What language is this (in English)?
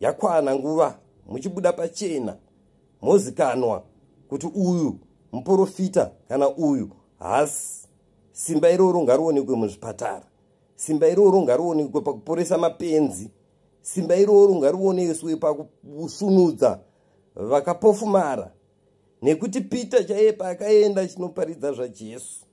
Shona